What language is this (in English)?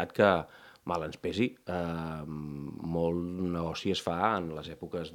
Catalan